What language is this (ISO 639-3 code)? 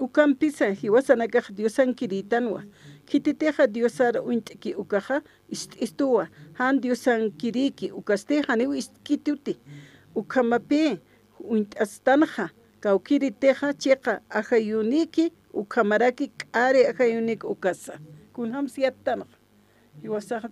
aym